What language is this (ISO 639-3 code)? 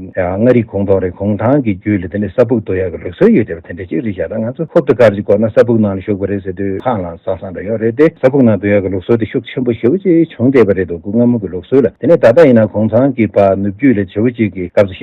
bod